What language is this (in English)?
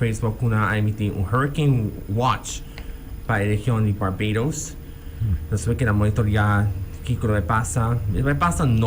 Papiamento